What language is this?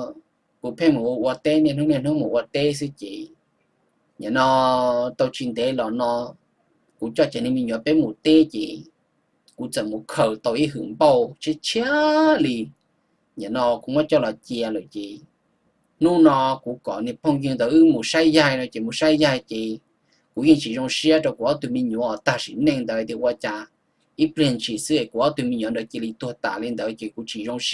Hmong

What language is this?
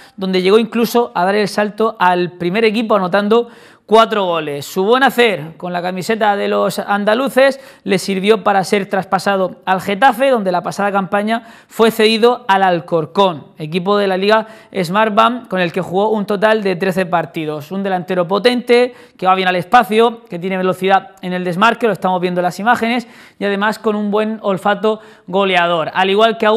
Spanish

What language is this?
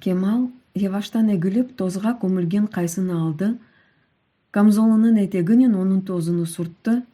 Crimean Tatar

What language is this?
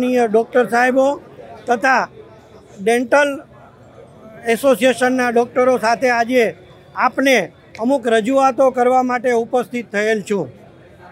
Gujarati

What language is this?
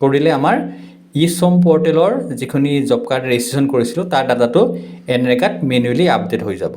Assamese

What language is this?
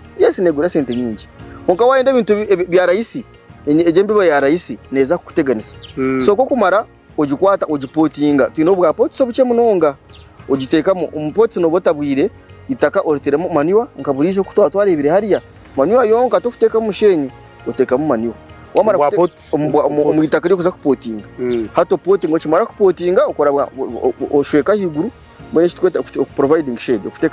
Nyankole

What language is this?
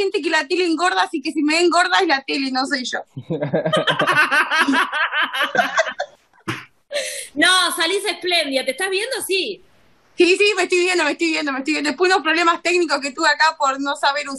Spanish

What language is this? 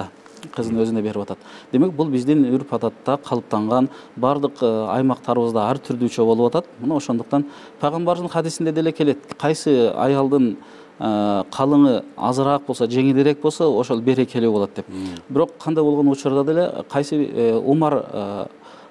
Kyrgyz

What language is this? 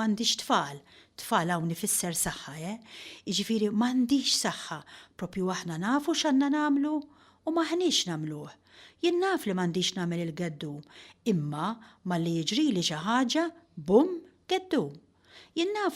Maltese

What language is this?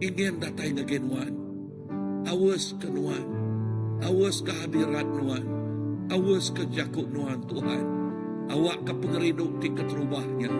Iban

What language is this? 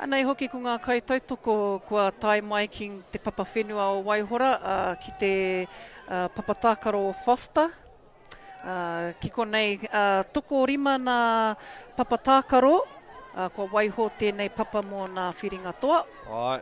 Māori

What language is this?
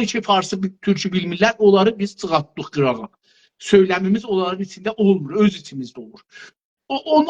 South Azerbaijani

